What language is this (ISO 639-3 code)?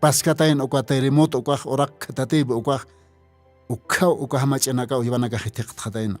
aym